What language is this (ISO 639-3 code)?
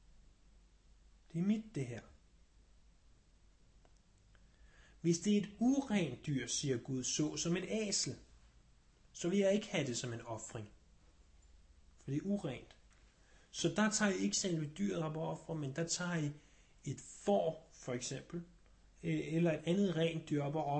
dan